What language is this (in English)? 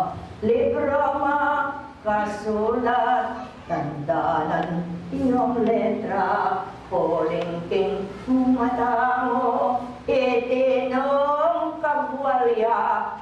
Pampanga